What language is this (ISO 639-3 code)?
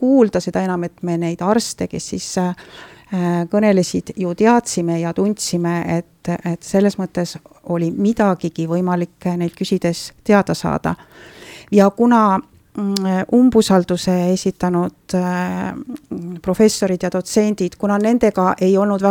est